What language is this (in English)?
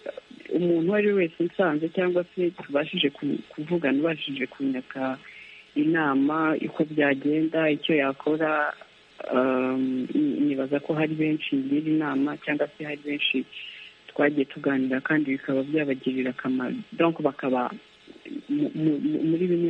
Kinyarwanda